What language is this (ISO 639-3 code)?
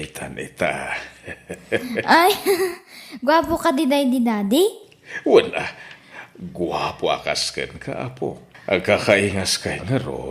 ilo